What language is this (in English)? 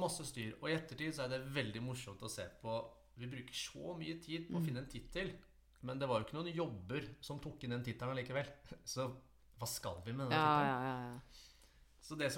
Norwegian